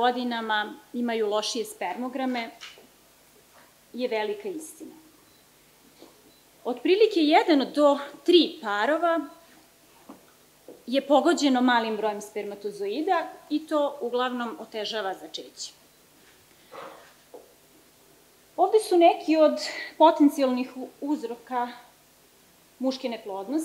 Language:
Serbian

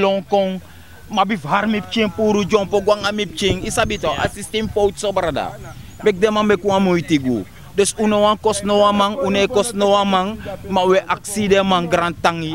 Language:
Sranan Tongo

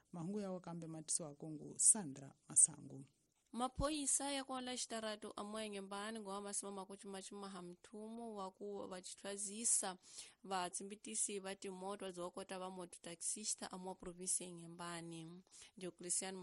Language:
Tsonga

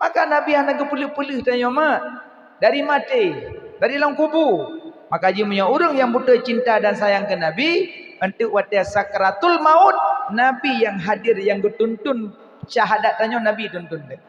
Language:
Achinese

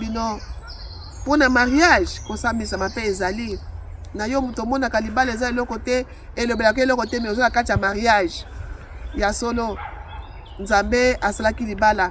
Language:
Lingala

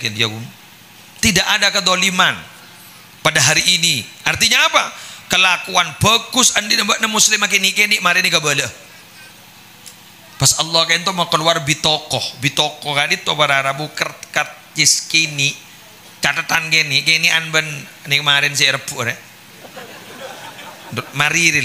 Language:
Indonesian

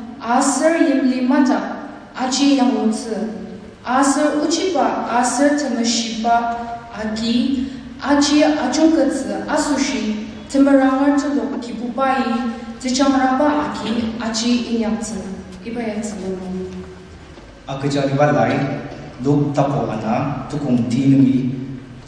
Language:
Ao Naga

